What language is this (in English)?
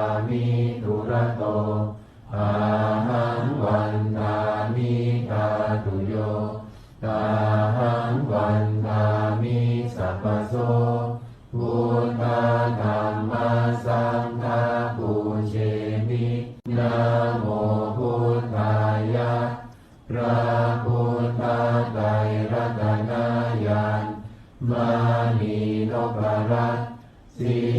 Pali